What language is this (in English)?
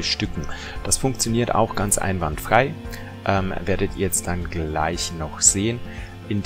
German